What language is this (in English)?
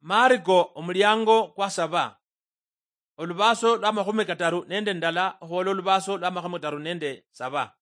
Luyia